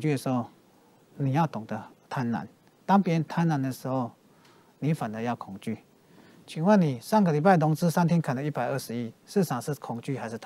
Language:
Chinese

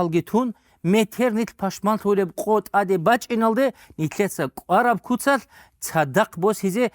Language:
Avaric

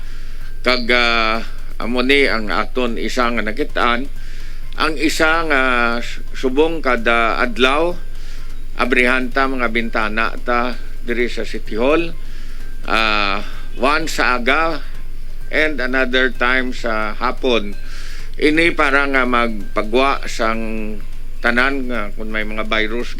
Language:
Hiligaynon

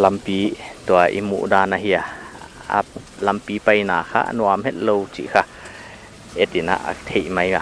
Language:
Paite Chin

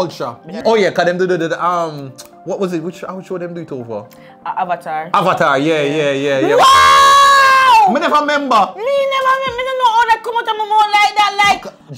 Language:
Jamaican Creole English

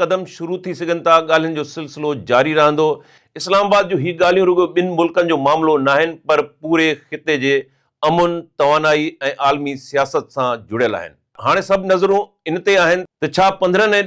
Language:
Sindhi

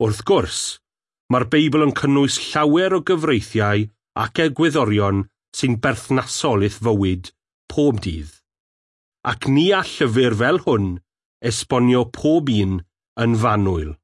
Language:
Welsh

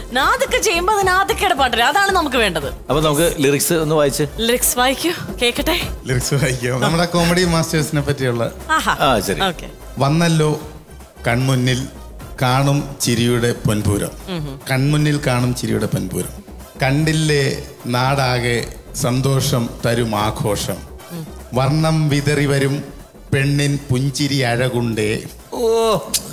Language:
Malayalam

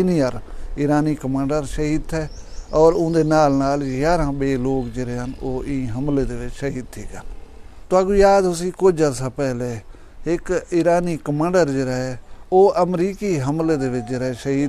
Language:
Saraiki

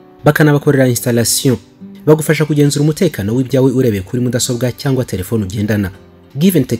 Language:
Kinyarwanda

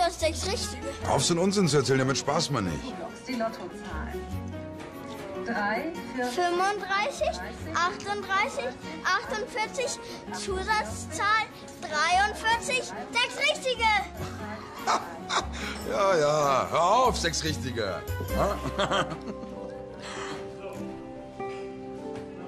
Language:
German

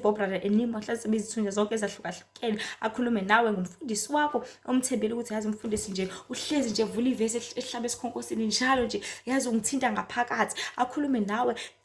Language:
Zulu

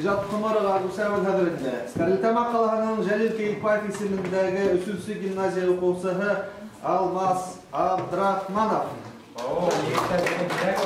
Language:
Bashkir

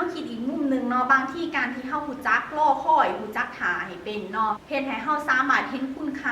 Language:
Lao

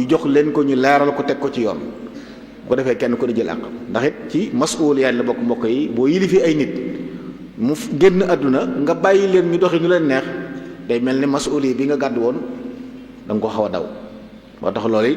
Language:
Wolof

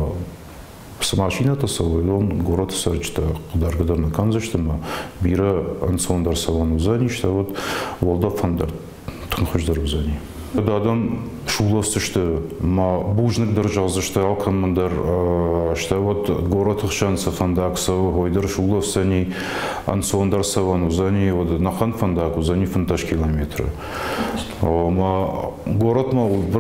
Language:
Ossetic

